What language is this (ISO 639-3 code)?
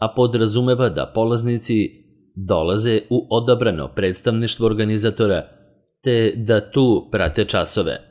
srp